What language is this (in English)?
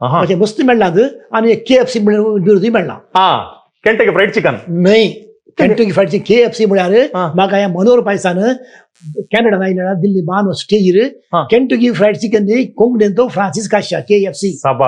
Konkani